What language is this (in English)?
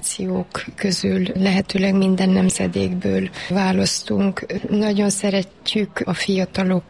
Hungarian